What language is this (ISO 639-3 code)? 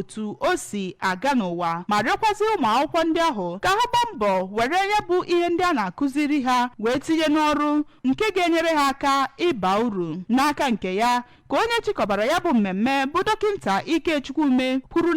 ibo